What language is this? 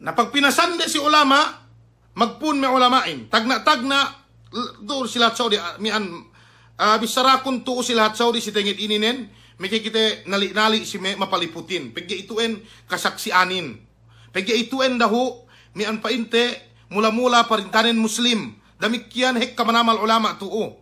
Yakan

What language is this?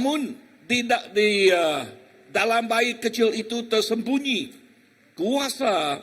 Iban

